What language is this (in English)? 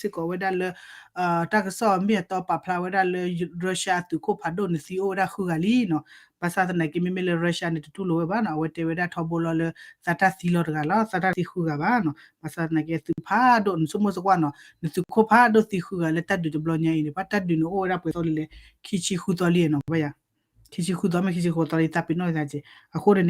S'gaw Karen